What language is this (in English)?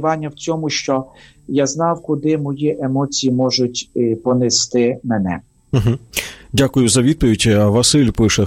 Ukrainian